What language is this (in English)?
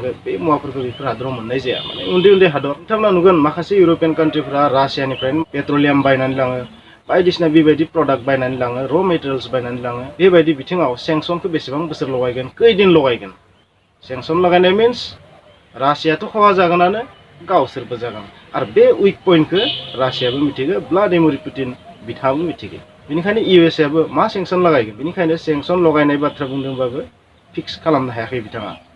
Bodo